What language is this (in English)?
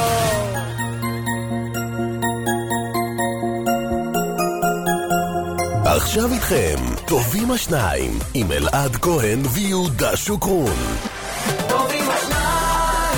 Hebrew